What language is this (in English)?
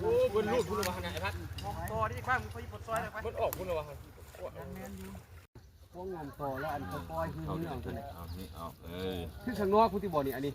Lao